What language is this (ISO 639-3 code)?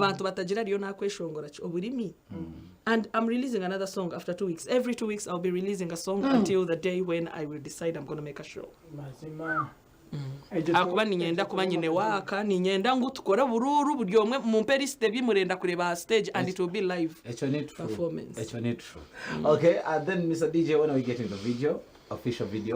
nyn